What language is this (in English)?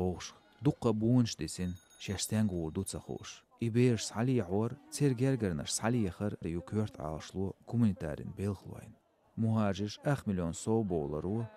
Chechen